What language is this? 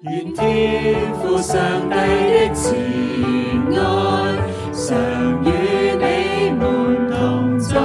Cantonese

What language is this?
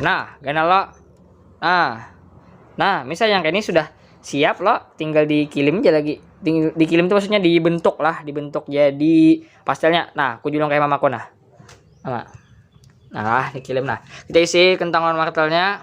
Banjar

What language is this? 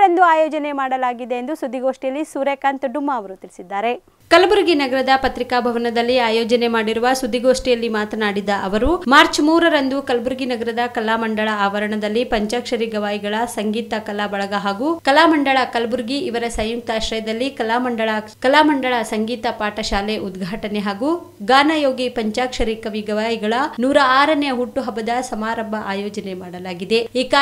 Kannada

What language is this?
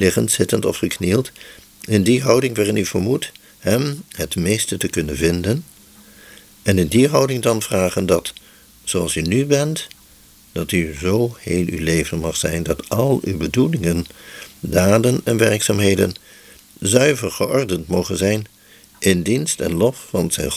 Dutch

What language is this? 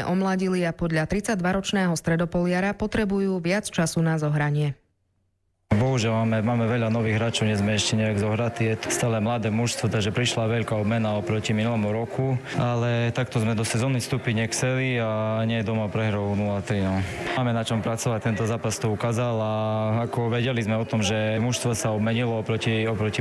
Slovak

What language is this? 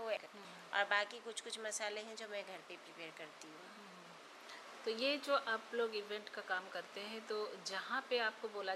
Hindi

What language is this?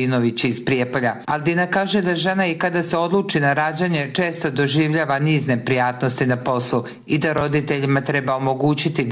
Serbian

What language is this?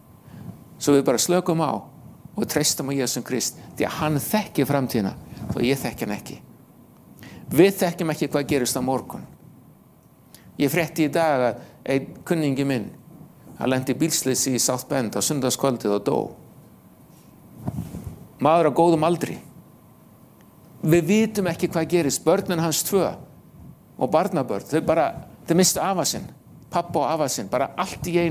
Icelandic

